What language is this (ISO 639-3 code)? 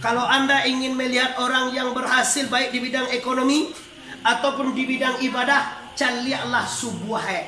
min